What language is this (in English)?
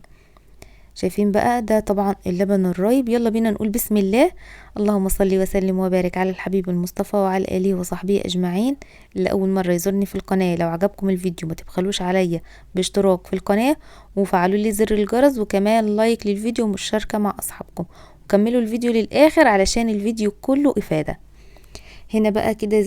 Egyptian Arabic